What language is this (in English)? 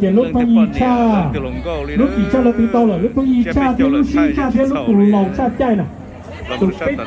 Hmong